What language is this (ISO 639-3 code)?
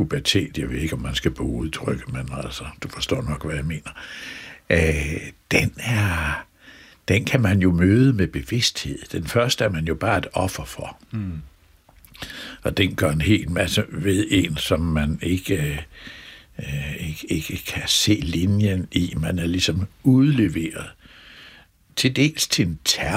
dan